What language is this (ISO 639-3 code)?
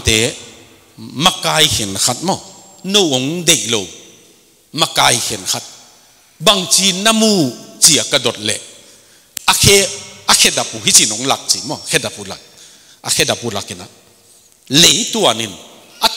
ctd